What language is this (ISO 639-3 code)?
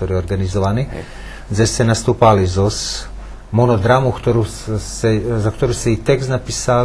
rue